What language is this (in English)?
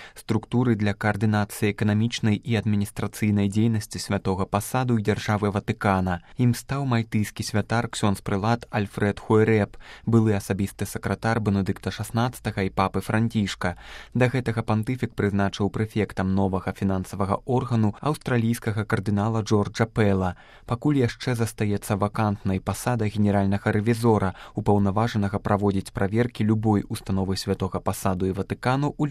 Belarusian